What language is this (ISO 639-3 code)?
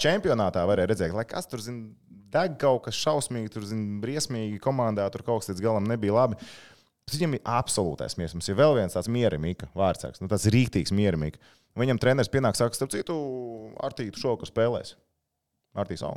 lav